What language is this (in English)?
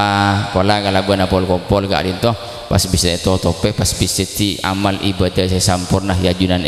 Madurese